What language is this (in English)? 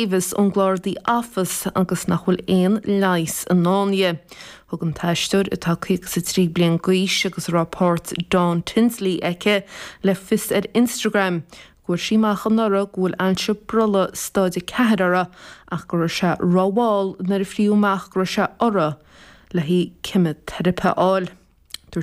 Irish